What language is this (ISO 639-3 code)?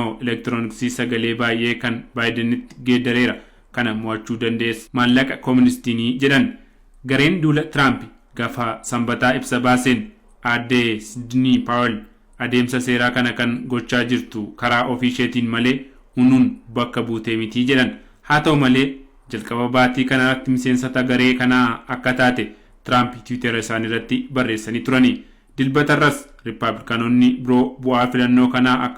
orm